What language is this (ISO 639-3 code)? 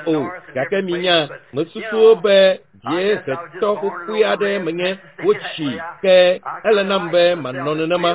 ewe